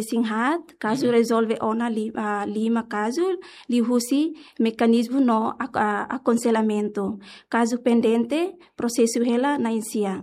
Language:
Tetum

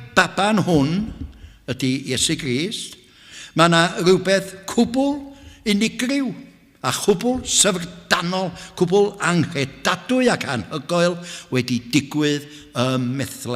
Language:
Welsh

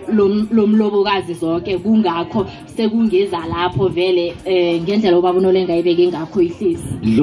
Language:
South Ndebele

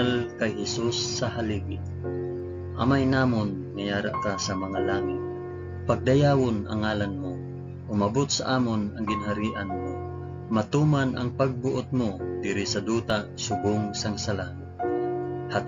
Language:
Hiligaynon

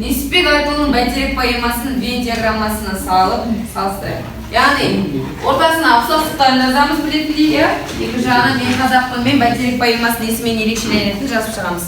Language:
Kazakh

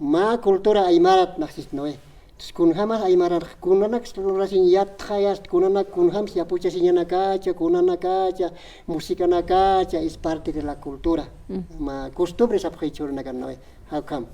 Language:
Aymara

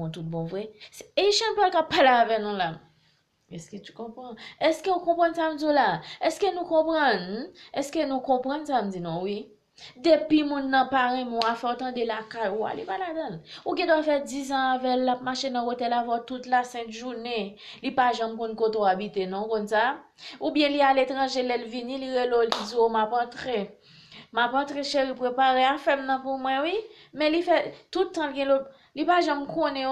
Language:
Haitian Creole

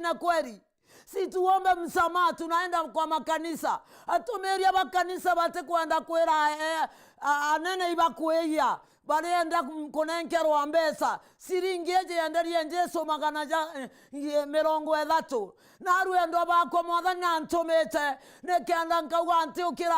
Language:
Meru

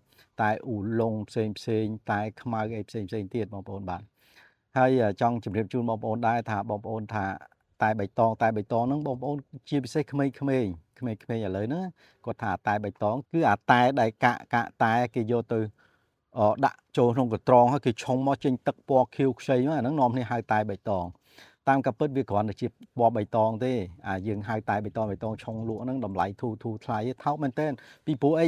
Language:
Khmer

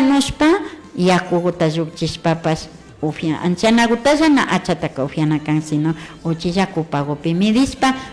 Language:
Imbabura Highland Quichua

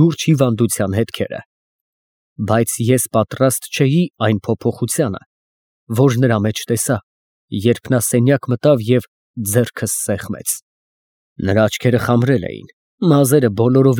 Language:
Armenian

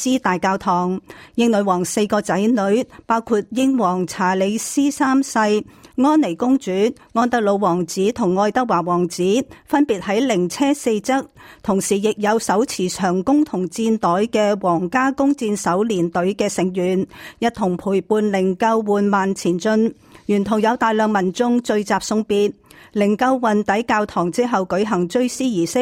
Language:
Cantonese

